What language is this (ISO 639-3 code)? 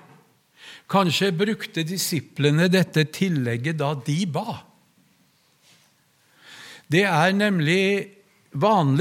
nor